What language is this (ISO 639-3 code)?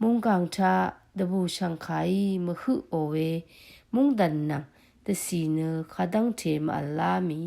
raw